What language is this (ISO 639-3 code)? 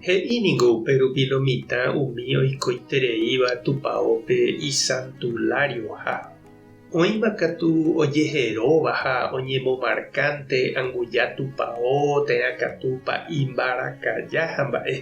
grn